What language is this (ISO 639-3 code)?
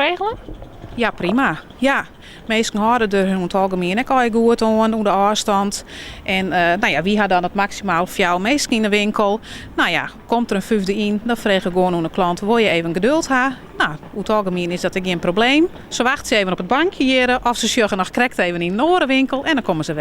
fry